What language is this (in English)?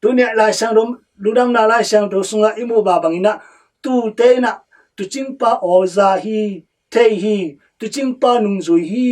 Tedim Chin